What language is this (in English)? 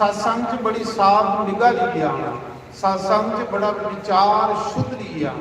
Dogri